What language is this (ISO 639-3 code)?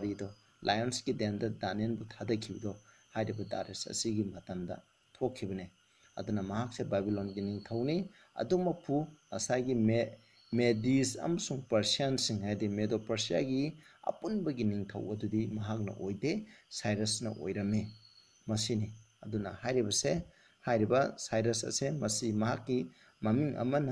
mni